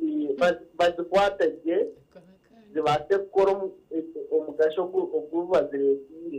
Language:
Nyankole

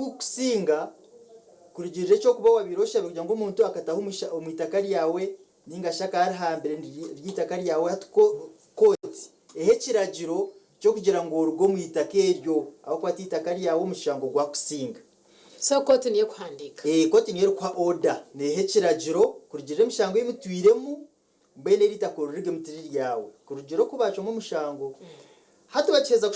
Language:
Nyankole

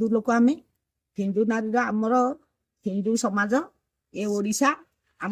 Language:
Odia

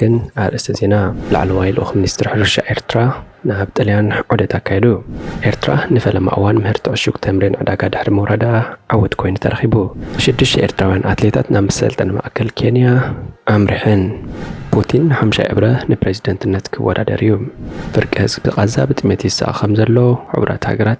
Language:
Tigrinya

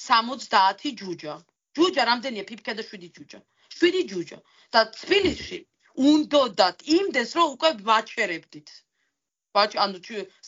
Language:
Georgian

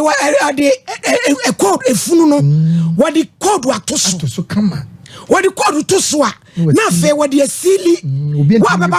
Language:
Akan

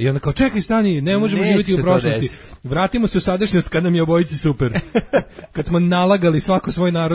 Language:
Serbian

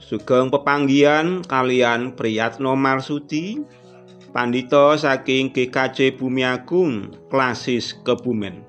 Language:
Javanese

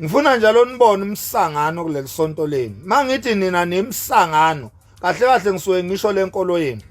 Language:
Zulu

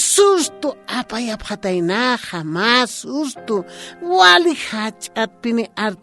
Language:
Aymara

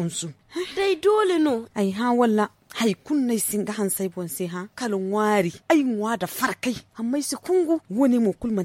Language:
Hausa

